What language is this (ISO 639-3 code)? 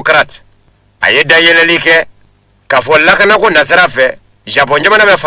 bam